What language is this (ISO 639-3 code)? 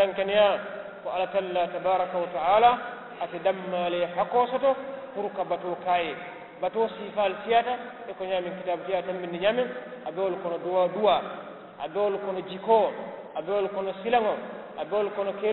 man